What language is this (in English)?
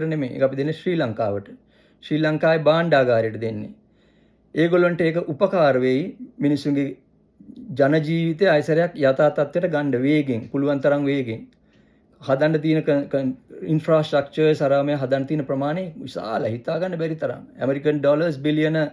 Sinhala